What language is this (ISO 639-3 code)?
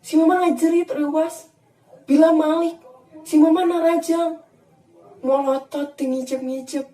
sun